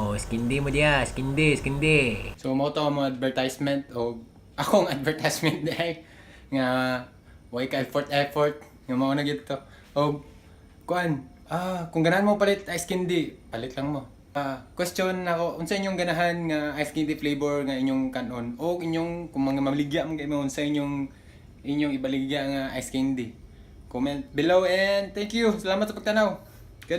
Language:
Cebuano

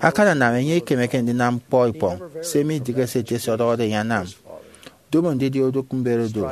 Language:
Efik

